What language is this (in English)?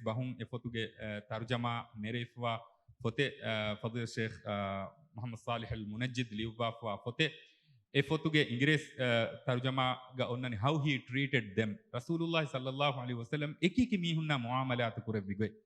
Divehi